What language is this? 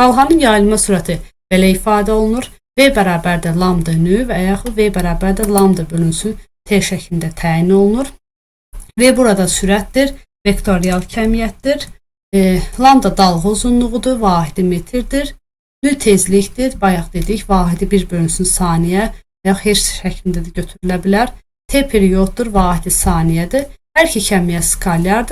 Azerbaijani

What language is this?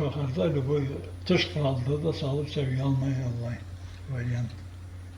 Karachay-Balkar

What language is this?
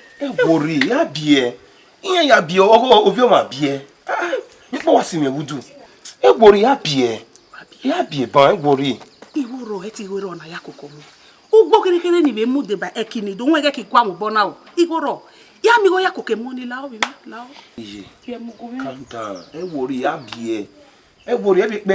Bini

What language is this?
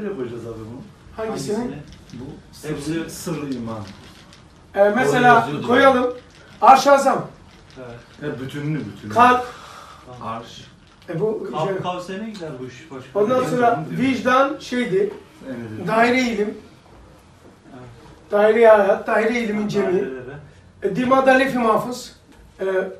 Turkish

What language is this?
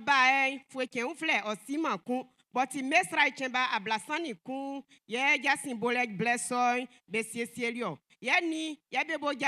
Baoulé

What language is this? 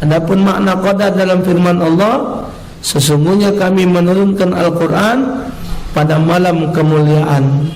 Musi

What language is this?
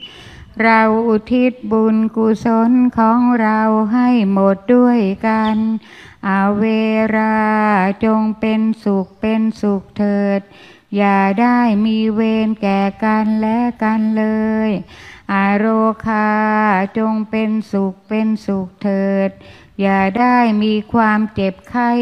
Thai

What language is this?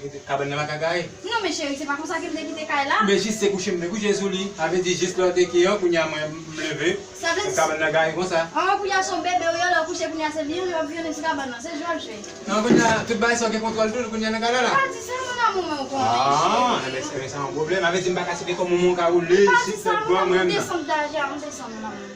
Haitian Creole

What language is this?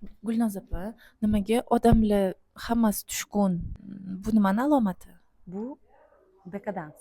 Uzbek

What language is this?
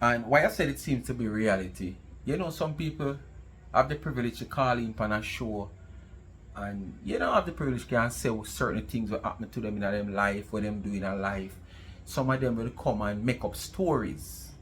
Jamaican Creole English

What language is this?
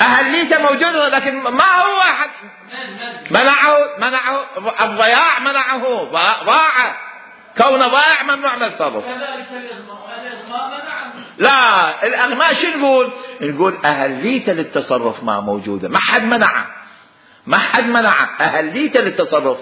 Mesopotamian Arabic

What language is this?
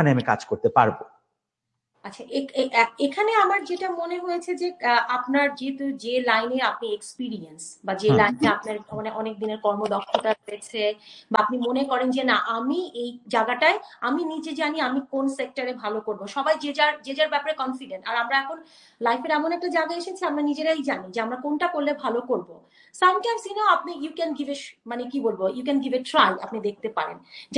Bangla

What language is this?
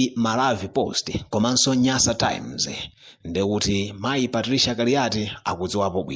Nyanja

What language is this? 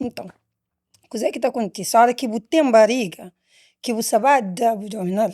Kabuverdianu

